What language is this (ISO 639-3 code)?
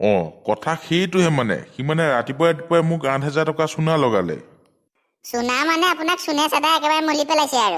asm